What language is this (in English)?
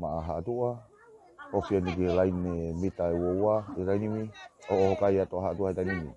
Tongan